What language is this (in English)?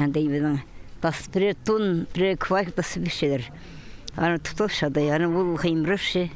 Khakas